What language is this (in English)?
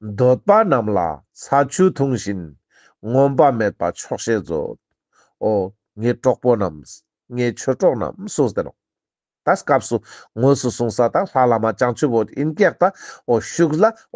Ladakhi